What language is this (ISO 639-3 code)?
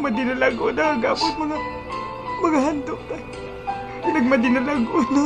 hil